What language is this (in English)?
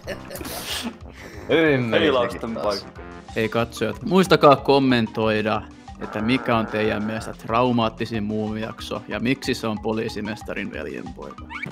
Finnish